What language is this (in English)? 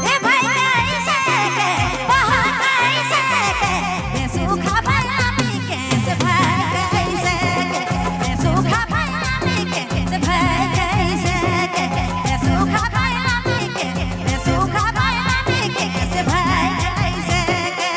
Sadri